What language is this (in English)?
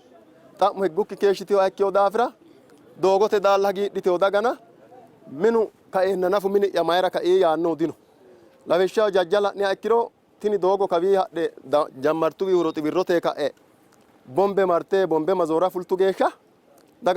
Sidamo